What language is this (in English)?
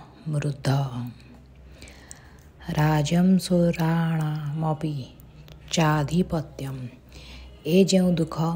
Odia